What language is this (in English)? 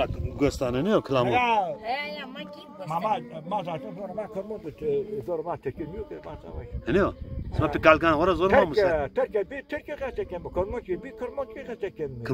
Zaza